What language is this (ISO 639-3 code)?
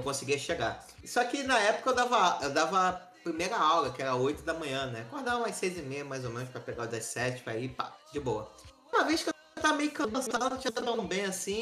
por